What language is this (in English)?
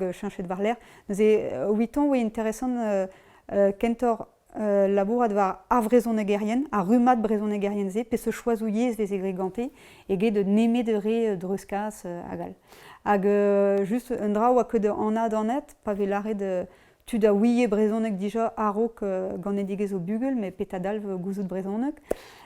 Breton